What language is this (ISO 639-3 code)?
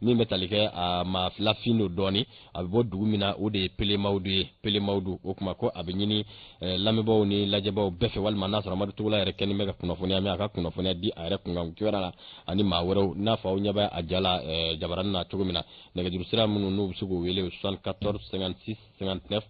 bam